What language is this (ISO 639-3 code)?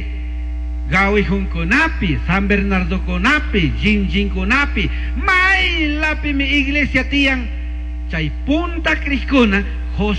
qug